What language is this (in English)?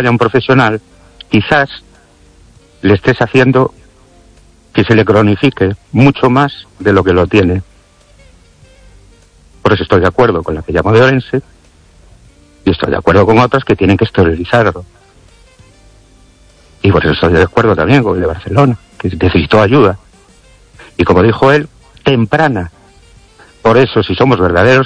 Spanish